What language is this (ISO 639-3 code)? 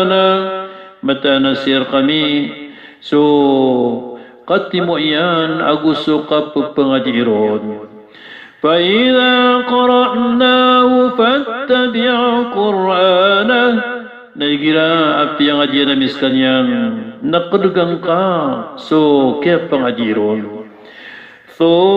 mrw